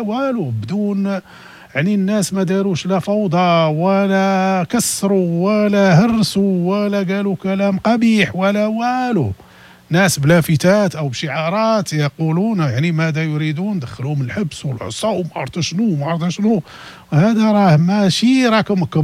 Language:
Moroccan Arabic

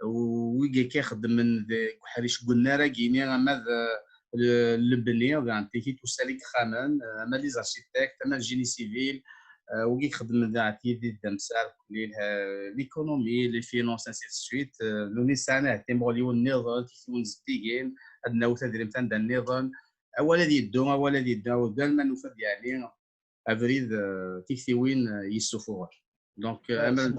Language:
Kabyle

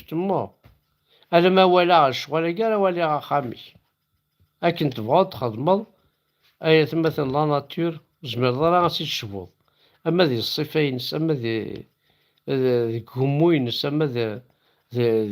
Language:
Kabyle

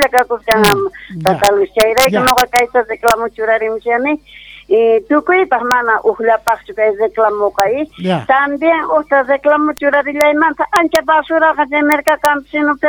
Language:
Quechua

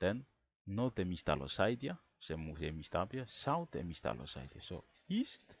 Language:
Bislama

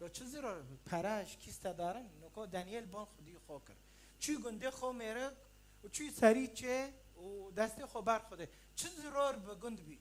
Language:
Kurdish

